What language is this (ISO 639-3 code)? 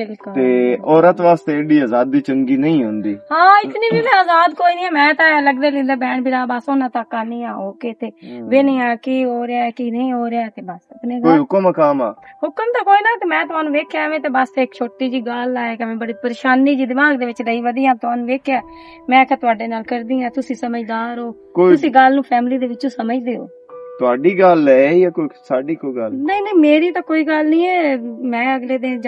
lah